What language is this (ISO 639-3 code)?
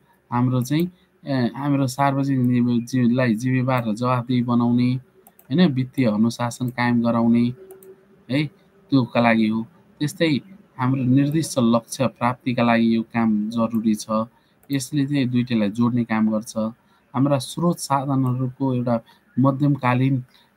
nep